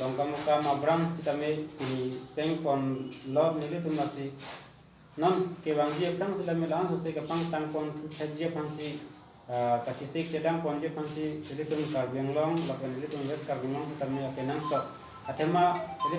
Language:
Karbi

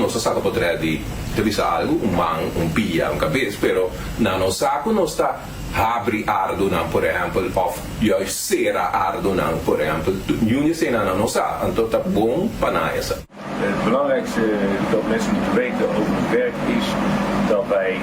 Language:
Papiamento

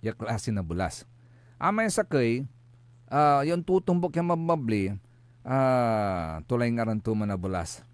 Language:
Pangasinan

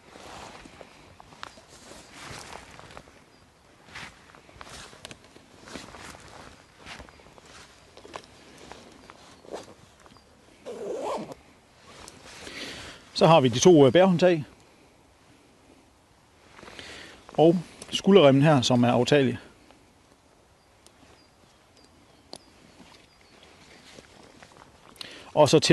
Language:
Danish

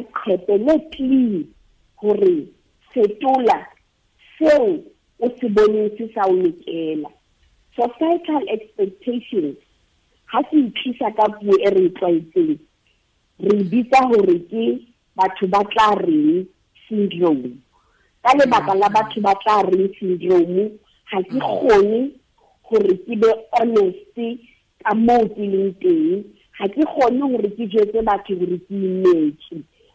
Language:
Southern Sotho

